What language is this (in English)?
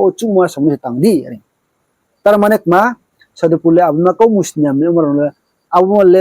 Riang (India)